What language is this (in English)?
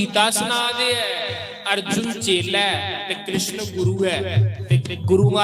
Dogri